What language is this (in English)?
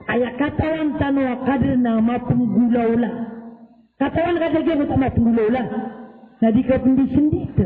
Maranao